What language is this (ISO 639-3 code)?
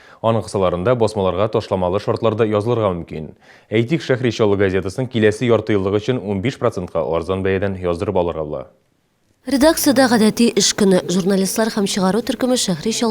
tat